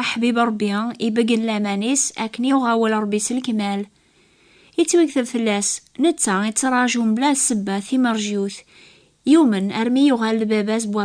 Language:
Kabyle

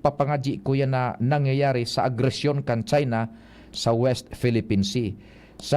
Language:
Bikol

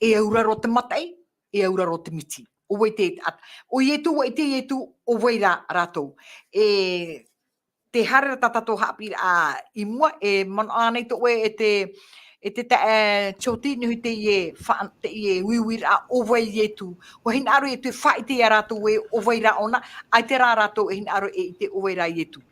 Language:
Tahitian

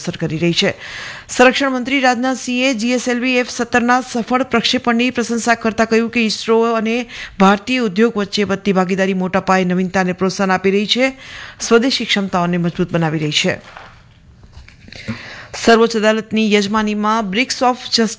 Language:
Gujarati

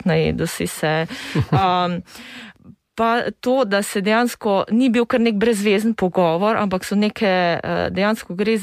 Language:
Slovenian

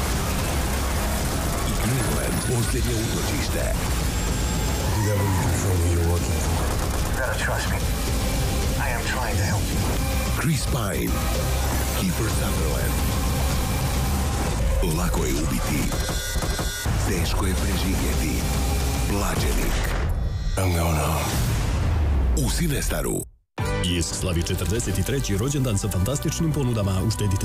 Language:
Croatian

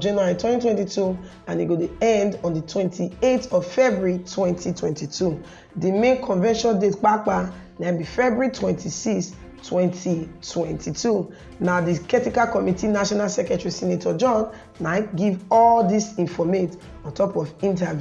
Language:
Nigerian Pidgin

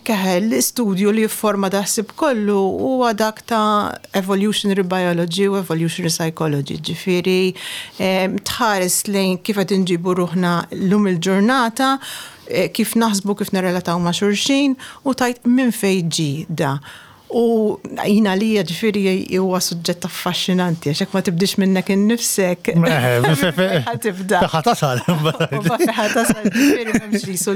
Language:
Maltese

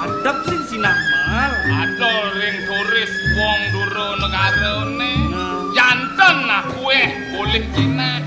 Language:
Balinese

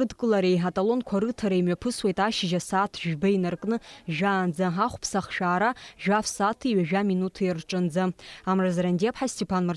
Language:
Abkhazian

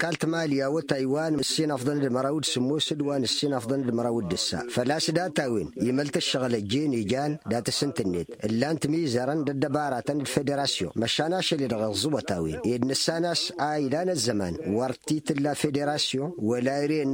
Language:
Tamasheq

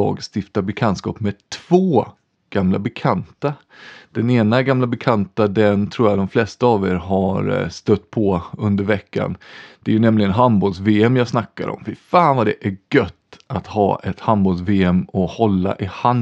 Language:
Swedish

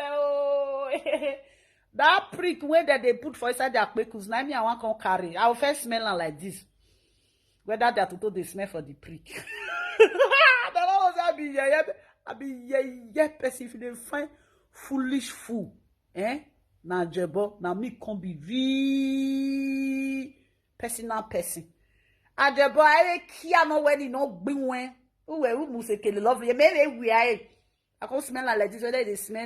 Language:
Nigerian Pidgin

